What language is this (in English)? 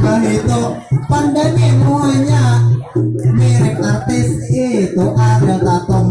Banjar